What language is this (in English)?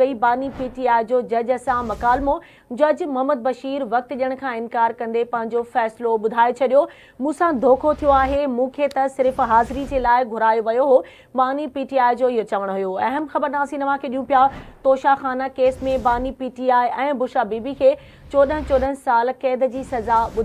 Sindhi